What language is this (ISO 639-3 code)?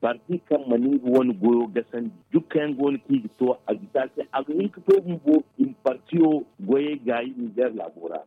dje